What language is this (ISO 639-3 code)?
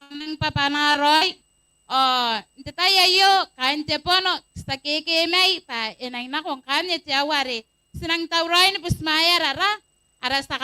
gil